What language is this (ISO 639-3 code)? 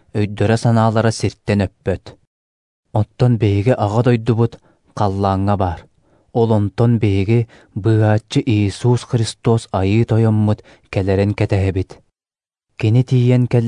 sah